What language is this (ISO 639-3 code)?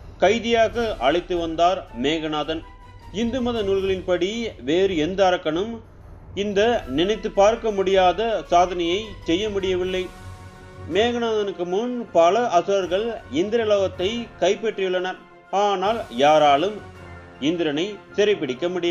tam